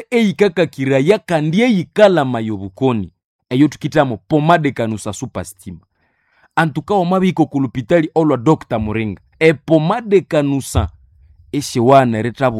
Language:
Nande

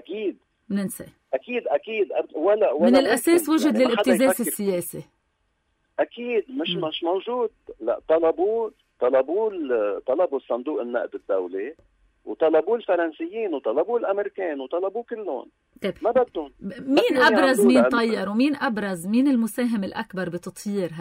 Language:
North Levantine Arabic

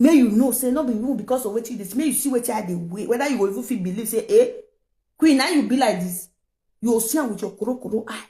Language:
Nigerian Pidgin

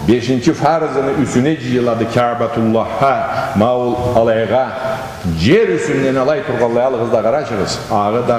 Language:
Karachay-Balkar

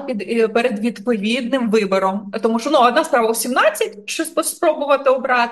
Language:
Ukrainian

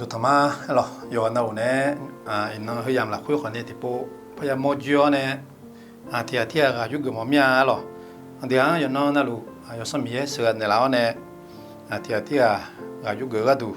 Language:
Akha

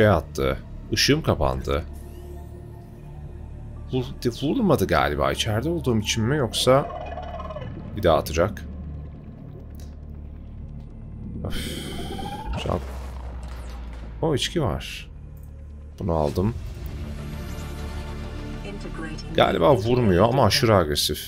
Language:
Turkish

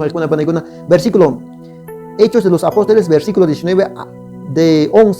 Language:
Quechua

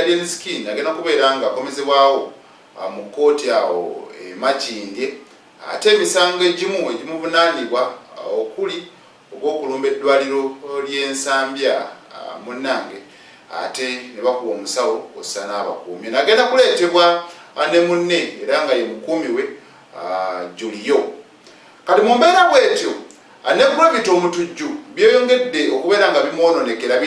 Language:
Ganda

